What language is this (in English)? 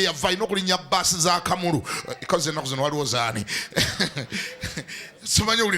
Ganda